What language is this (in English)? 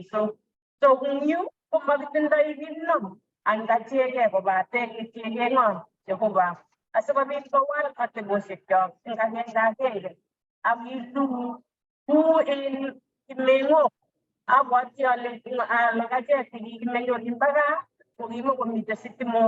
Kalenjin